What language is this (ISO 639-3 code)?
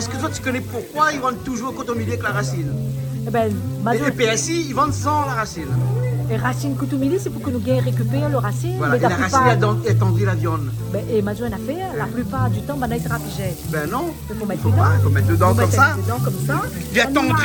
rcf